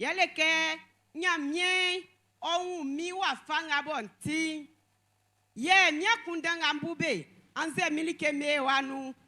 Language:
Baoulé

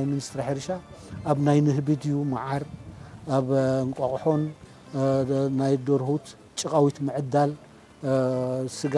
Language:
Tigrinya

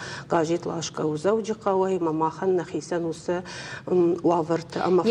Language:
Ossetic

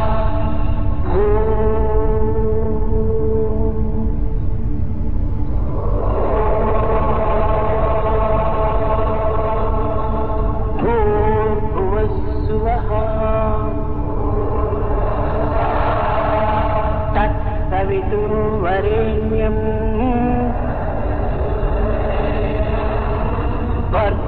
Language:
Sanskrit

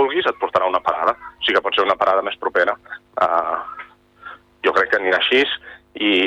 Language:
Catalan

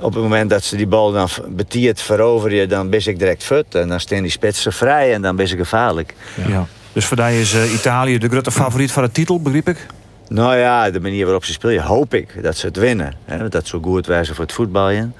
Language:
Western Frisian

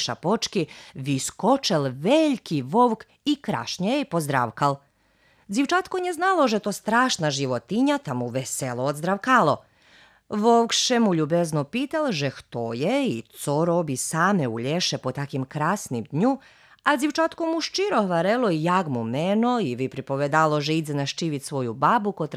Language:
Rusyn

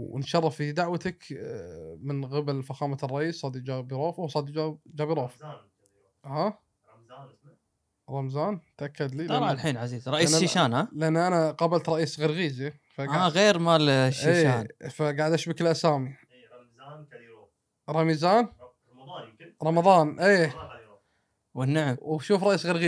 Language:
Gulf Arabic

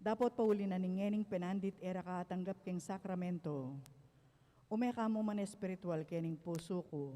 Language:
Pampanga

